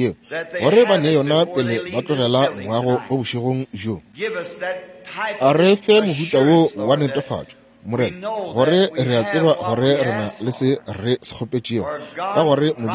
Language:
Northern Sotho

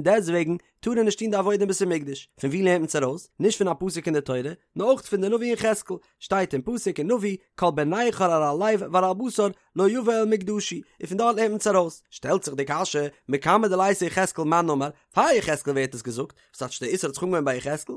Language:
Yiddish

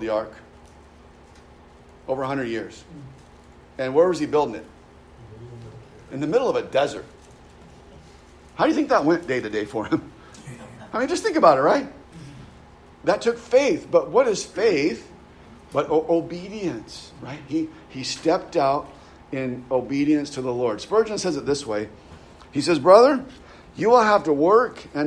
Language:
English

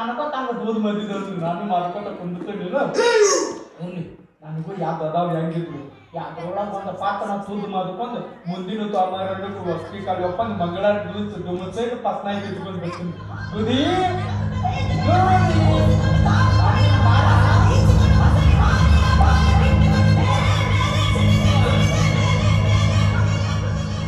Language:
Kannada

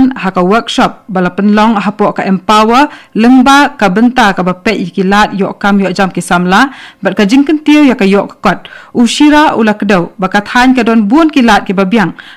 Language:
Khasi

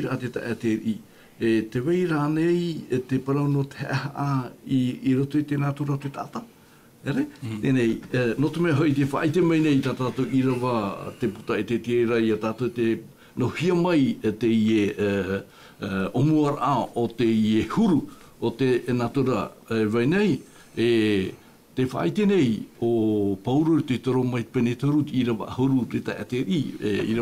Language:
Tahitian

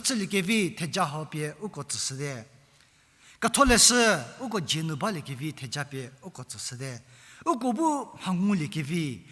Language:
Angami Naga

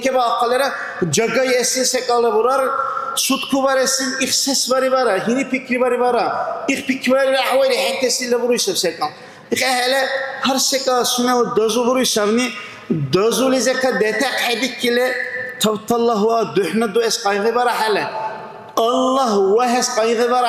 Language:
Dargwa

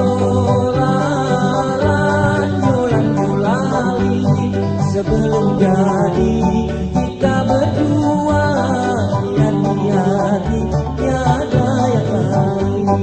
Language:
Banjar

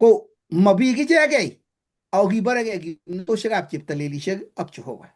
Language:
Kalenjin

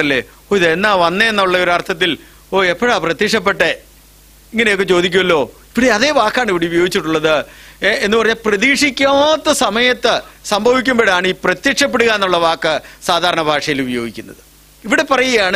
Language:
Malayalam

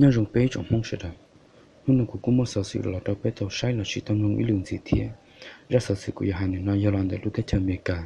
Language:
Hmong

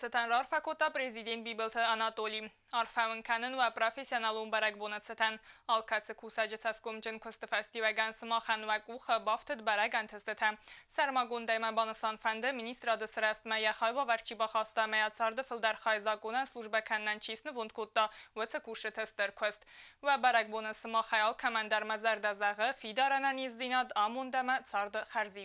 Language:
Ossetic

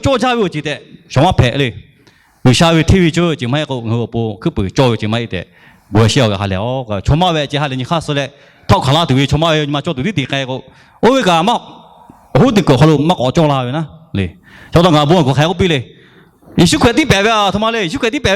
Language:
Lahu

